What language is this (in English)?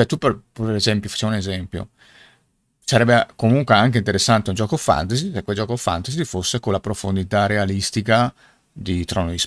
Italian